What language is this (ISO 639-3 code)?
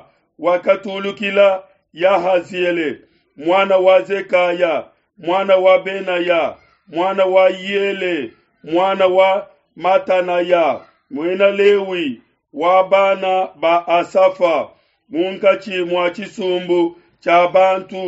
lua